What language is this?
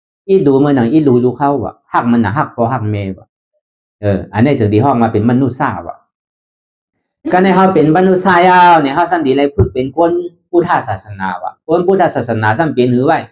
Shan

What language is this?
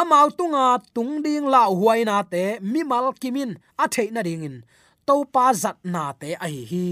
Tedim Chin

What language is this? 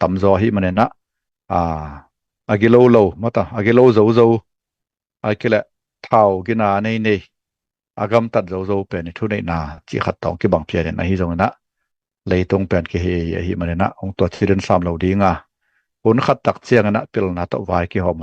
Tedim Chin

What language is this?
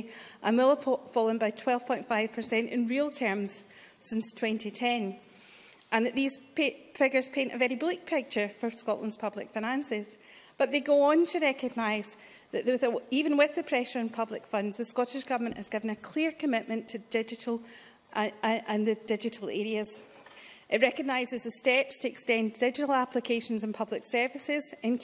English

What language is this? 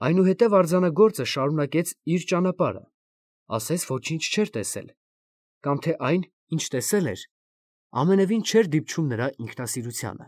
Armenian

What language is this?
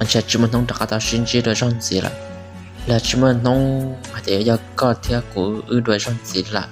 Hmong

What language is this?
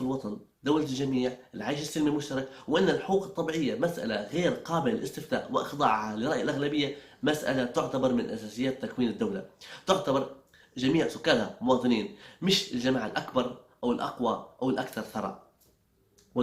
Libyan Arabic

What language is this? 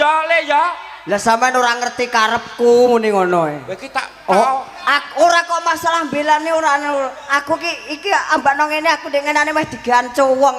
Javanese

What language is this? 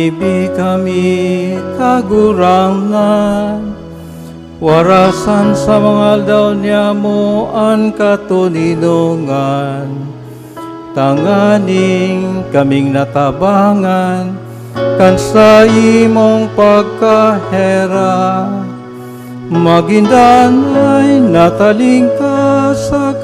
Bikol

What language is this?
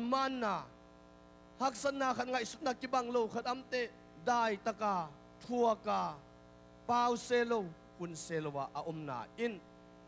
Tedim Chin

